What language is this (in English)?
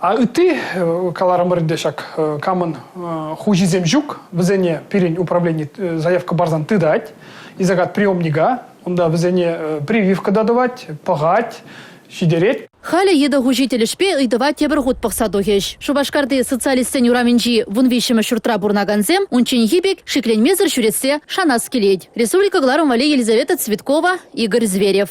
Chuvash